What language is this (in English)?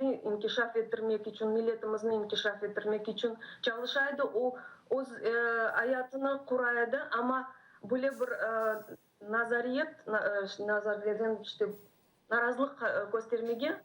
Crimean Tatar